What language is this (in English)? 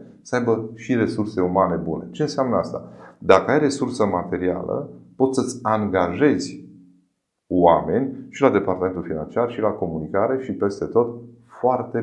Romanian